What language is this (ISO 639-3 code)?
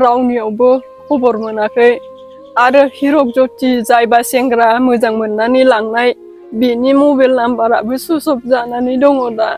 brx